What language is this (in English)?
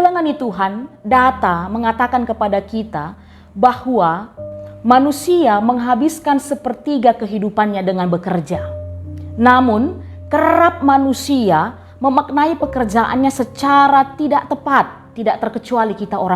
Batak Karo